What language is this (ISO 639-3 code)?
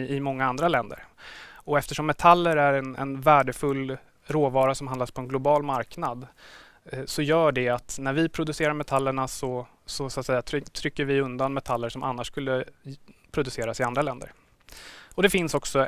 swe